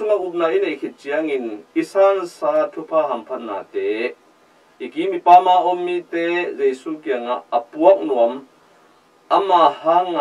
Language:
Tedim Chin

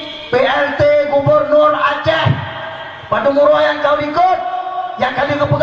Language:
Achinese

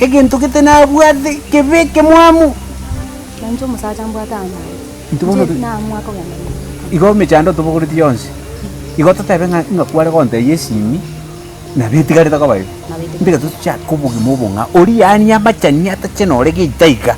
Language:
Gusii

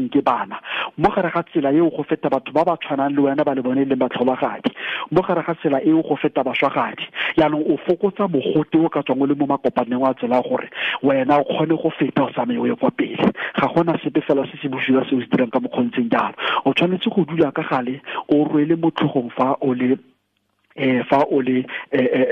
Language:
Tswana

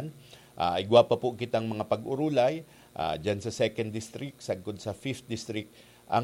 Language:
Bikol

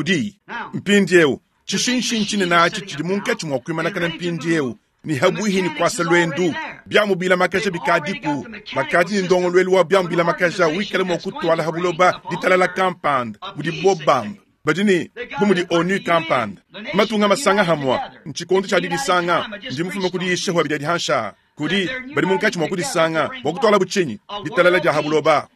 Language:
Luba-Lulua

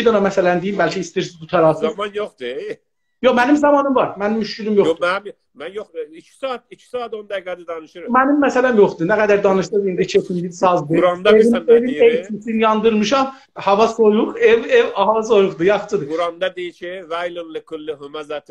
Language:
South Azerbaijani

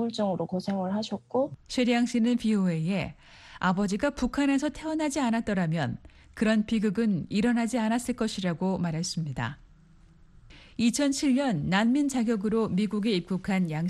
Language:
Korean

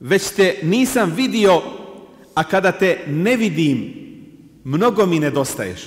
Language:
Bosnian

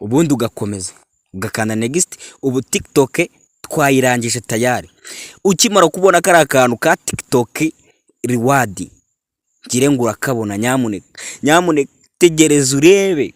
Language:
Kinyarwanda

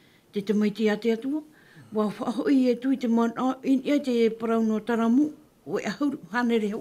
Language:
Tahitian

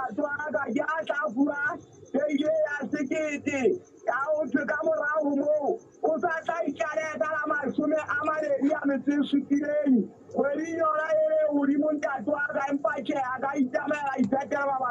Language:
Southern Sotho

